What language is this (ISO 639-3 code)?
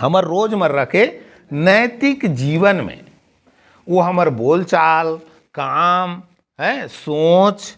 hne